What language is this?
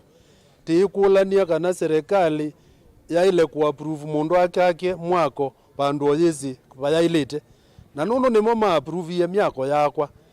Kamba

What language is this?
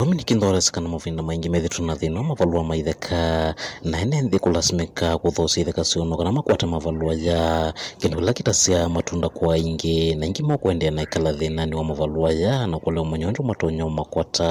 Kamba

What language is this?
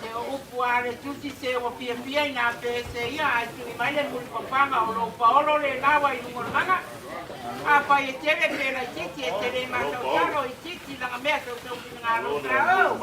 Samoan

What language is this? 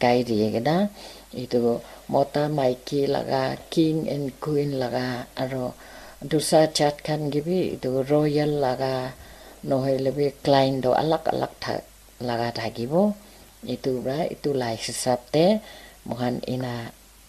Naga Pidgin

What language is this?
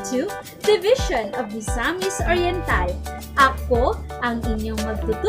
Cebuano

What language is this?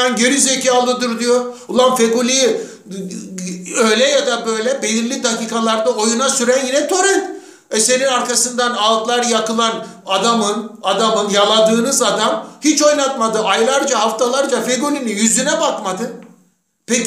Turkish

